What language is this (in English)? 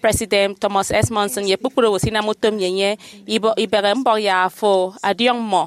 Efik